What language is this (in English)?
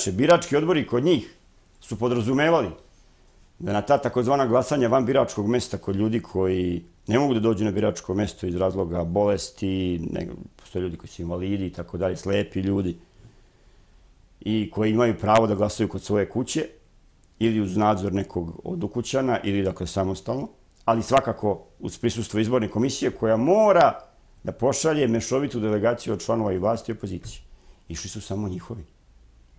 Serbian